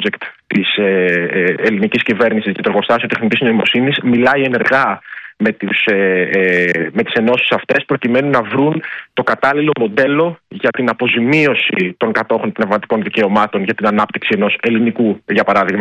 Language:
Greek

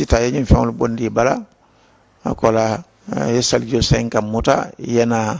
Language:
Mandingo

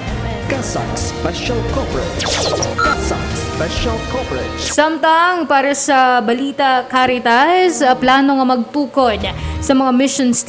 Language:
Hiligaynon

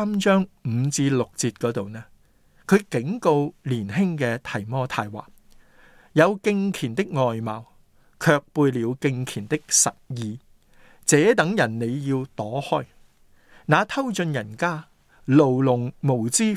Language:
Cantonese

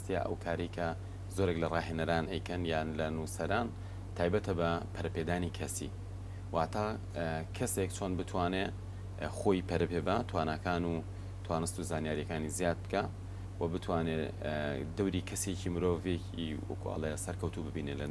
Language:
Central Kurdish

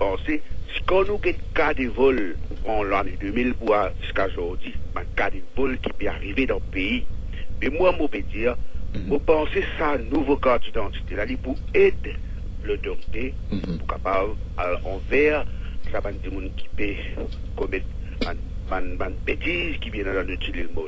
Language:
Morisyen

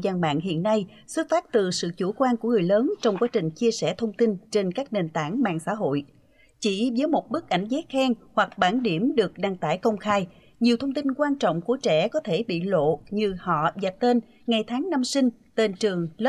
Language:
Vietnamese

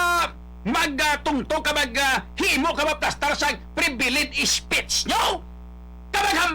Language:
Hiligaynon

